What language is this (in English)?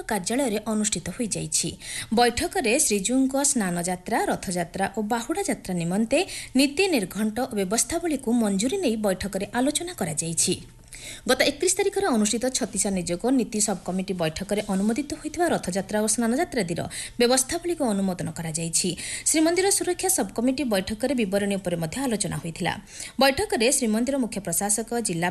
Odia